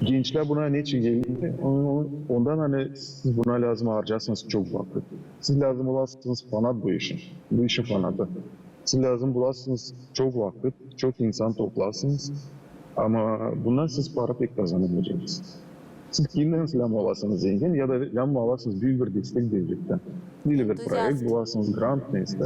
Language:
Gagauz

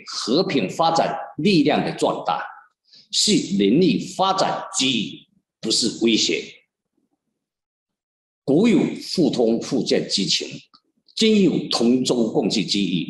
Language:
Chinese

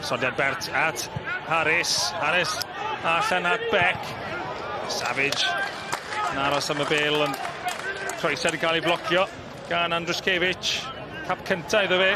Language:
Welsh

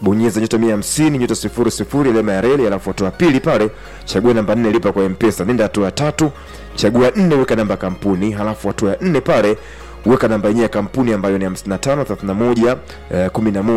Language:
Swahili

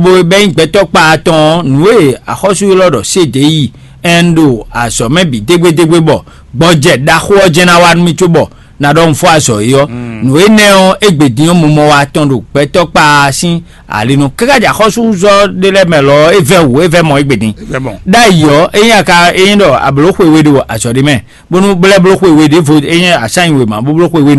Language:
Fon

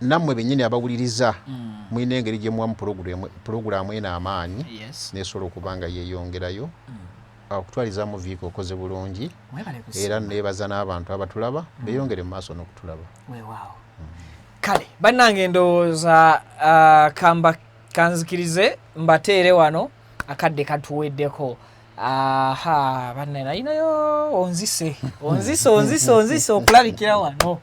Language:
Ganda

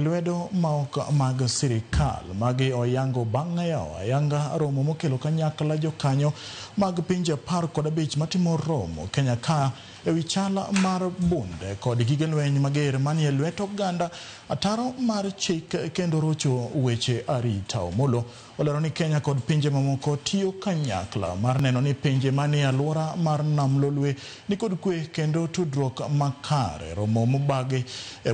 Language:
Luo (Kenya and Tanzania)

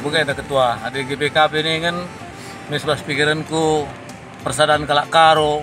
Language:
Batak Karo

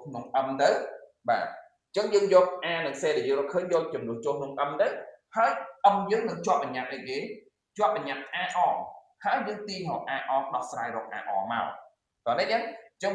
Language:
Khmer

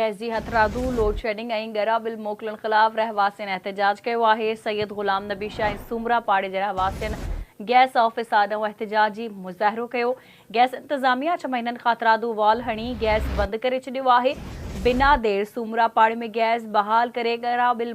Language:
Sindhi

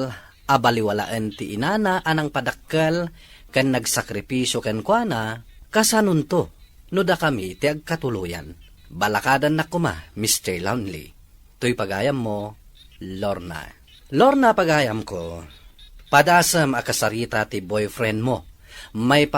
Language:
Iloko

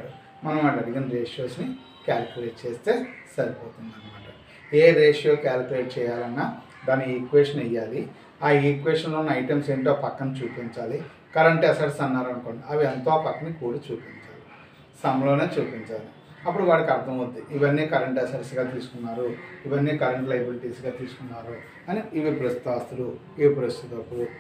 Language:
Telugu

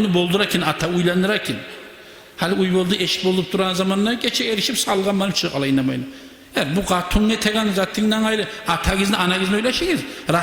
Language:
Kumyk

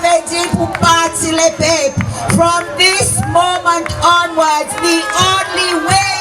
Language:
Seselwa Creole French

